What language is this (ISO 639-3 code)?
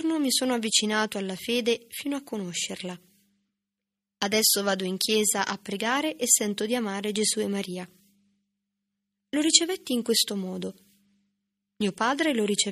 ita